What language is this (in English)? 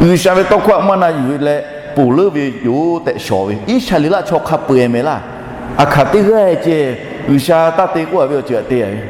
Lahu